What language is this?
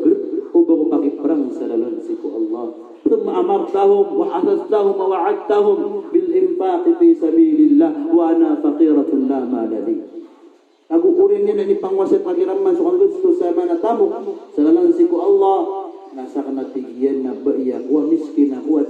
Maranao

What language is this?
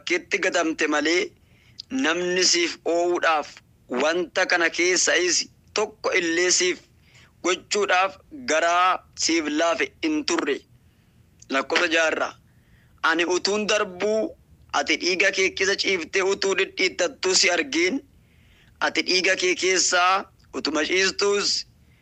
Oromo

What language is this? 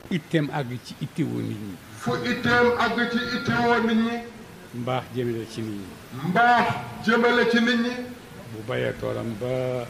Wolof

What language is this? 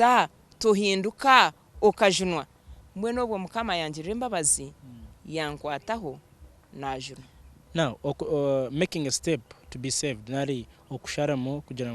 Nyankole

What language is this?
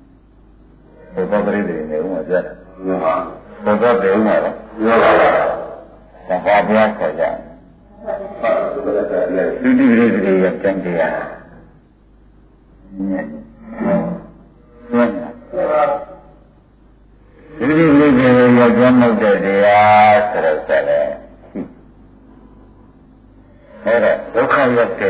Burmese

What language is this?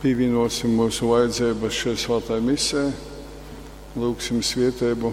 Latgalian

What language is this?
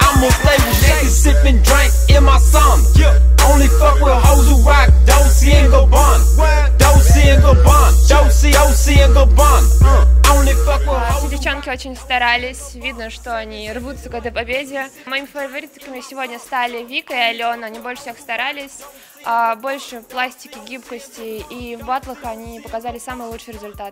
Russian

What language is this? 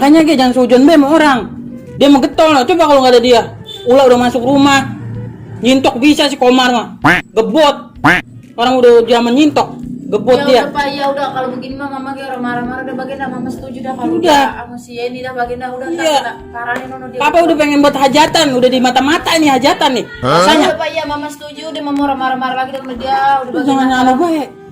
Betawi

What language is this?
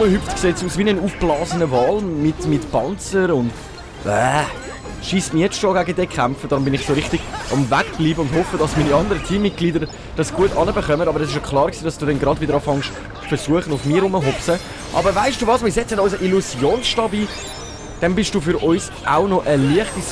Swiss German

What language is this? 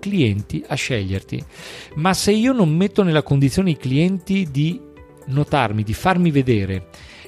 Italian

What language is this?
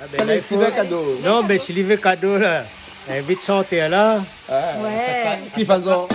Réunion Creole French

